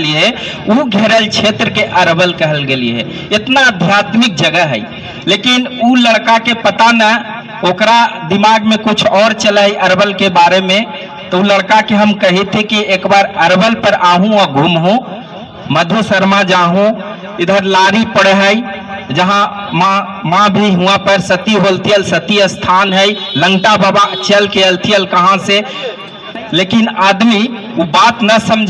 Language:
Magahi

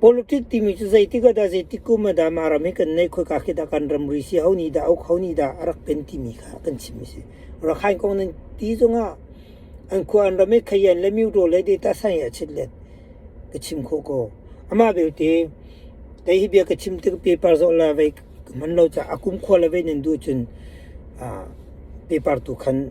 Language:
Hakha Chin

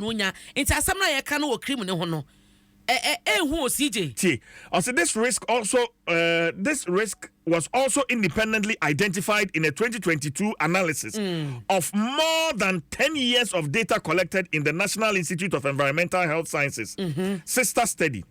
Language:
Akan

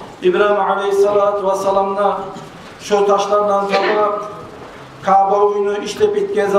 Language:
Kumyk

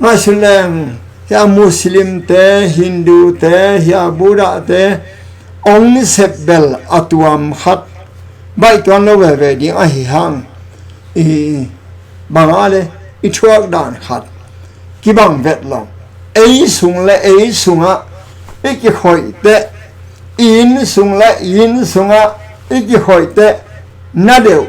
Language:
Tedim Chin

